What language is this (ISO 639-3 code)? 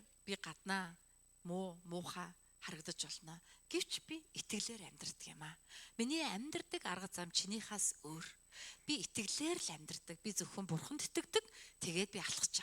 mon